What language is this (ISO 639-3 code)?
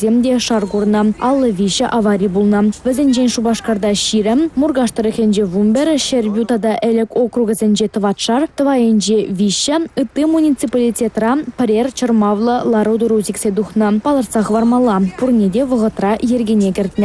chv